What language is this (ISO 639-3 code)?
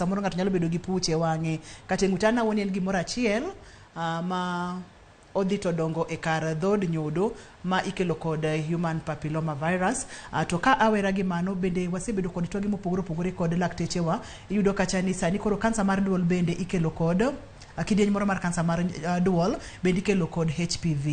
luo